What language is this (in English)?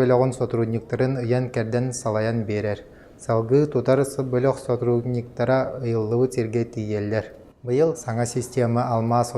Yakut